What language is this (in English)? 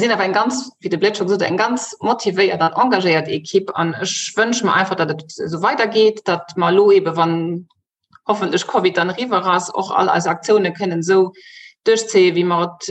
Luxembourgish